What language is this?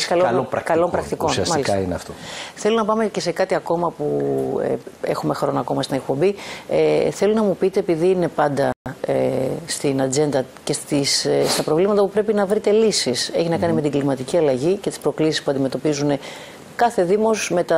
Greek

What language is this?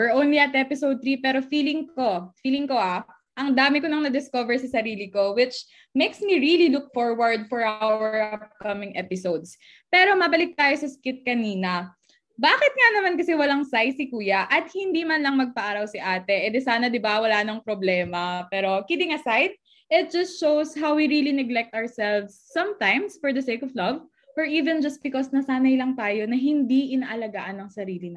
Filipino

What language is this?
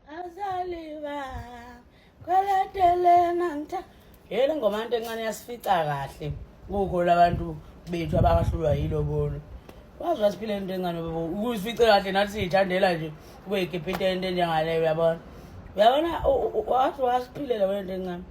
Zulu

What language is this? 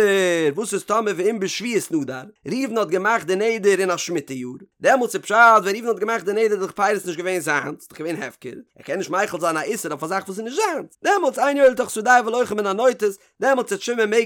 Yiddish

